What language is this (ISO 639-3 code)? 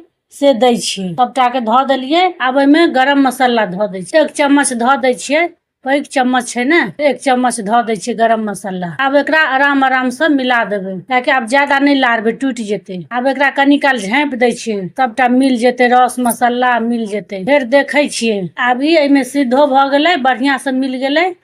mai